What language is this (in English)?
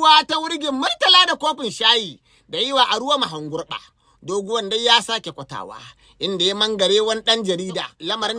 Hausa